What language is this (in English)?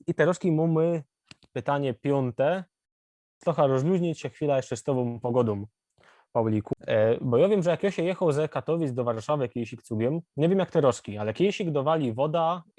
Silesian